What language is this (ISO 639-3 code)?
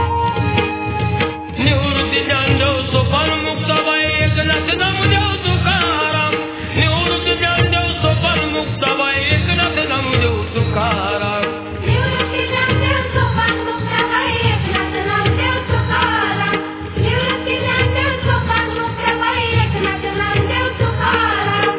mar